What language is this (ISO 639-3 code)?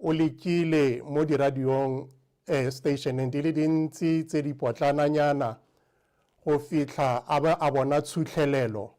tsn